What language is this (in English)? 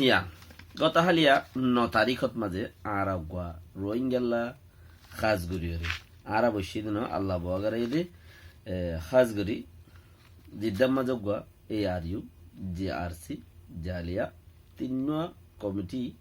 Rohingya